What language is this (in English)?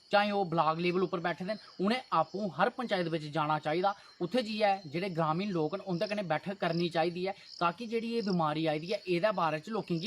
Dogri